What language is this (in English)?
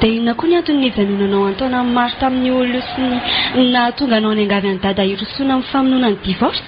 Malagasy